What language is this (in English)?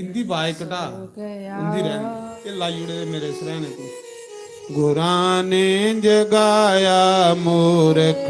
Dogri